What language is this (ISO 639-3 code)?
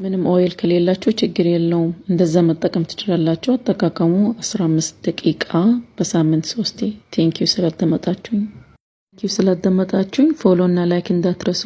amh